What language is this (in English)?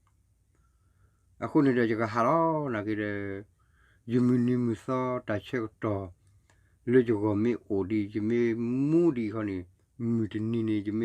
S'gaw Karen